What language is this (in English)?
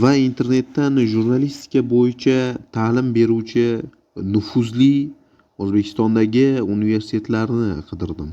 Uzbek